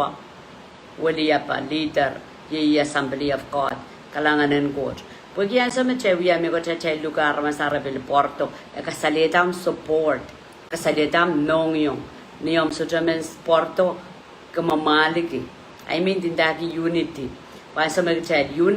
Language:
Pohnpeian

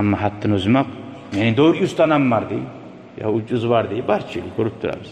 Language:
Kumyk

